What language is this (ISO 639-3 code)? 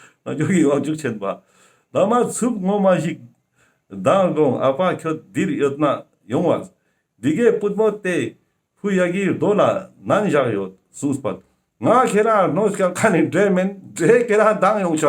lbj